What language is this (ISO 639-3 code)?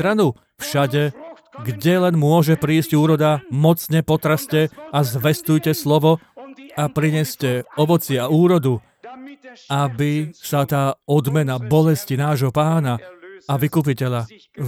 slk